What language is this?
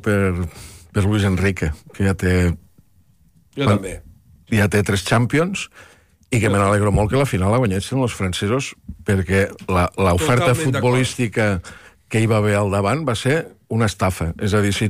Catalan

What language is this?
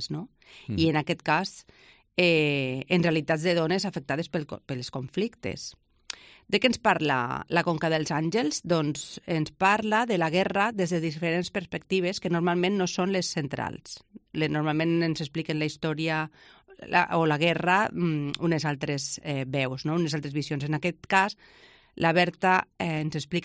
Catalan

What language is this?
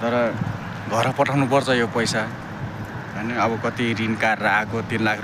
Nepali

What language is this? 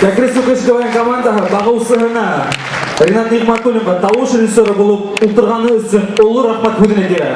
Bashkir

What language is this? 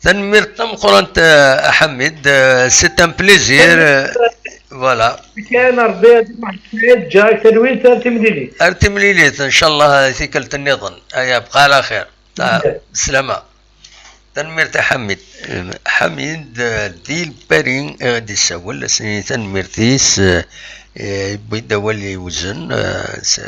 Kabyle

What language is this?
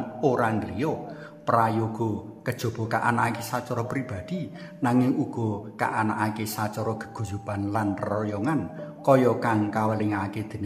Javanese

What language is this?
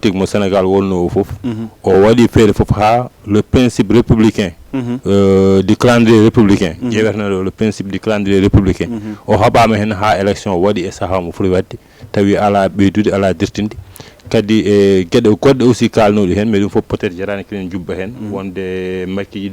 Fula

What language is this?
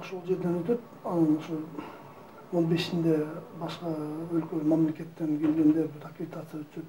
Kyrgyz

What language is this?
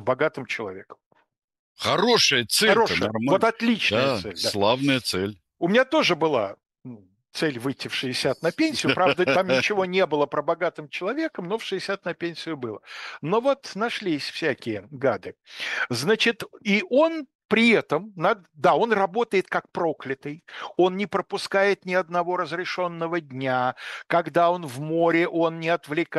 Russian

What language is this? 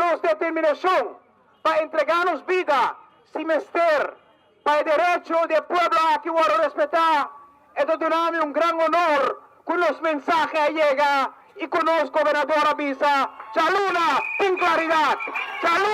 Papiamento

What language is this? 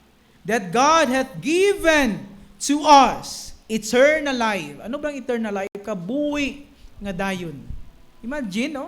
Hiligaynon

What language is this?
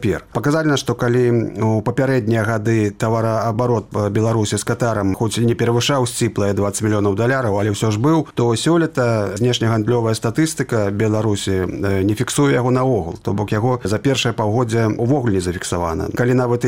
Belarusian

